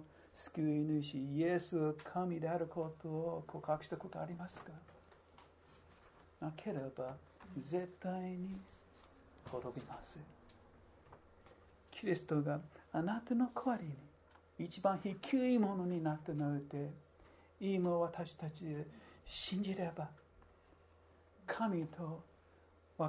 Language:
Japanese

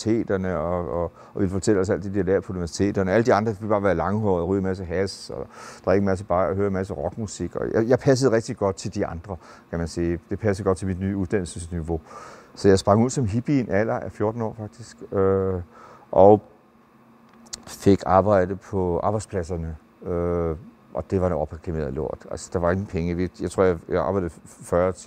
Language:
Danish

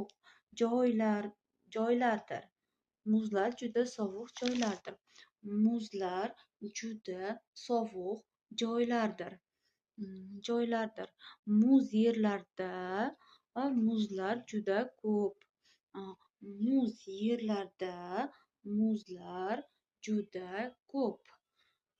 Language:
Uzbek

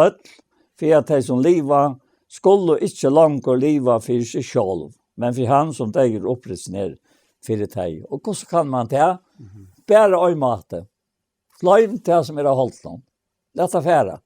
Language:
Faroese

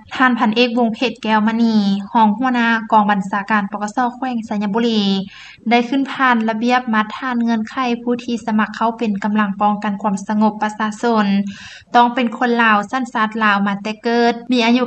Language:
Lao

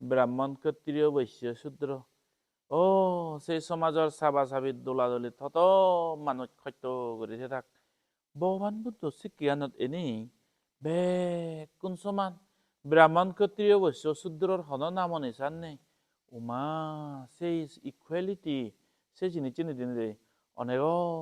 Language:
Chakma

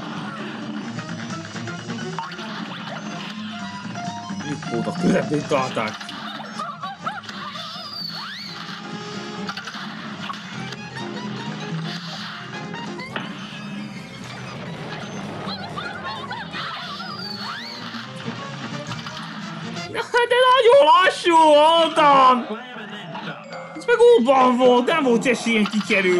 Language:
Hungarian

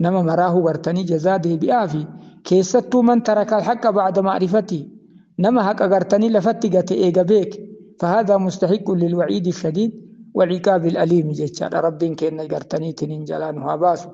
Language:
Oromo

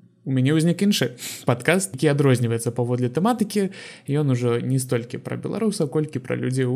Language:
Belarusian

